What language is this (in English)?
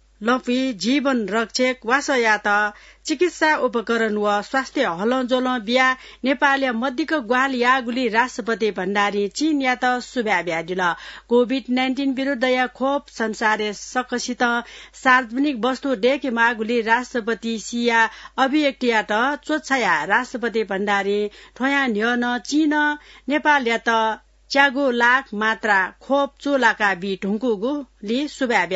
Newari